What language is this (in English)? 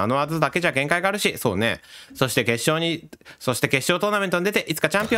Japanese